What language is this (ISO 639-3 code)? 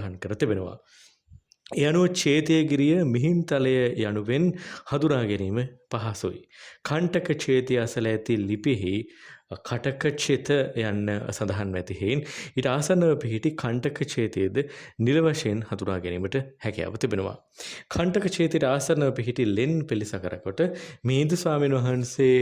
sin